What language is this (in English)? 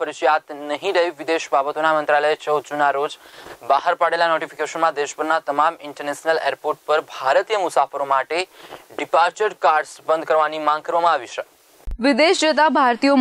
Gujarati